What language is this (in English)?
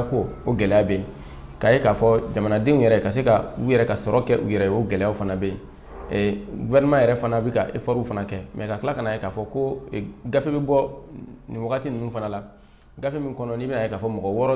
Bambara